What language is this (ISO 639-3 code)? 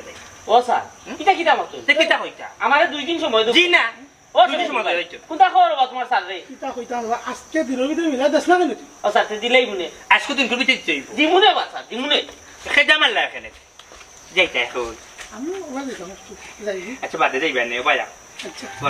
syl